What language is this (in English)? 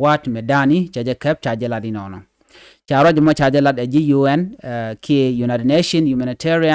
Nuer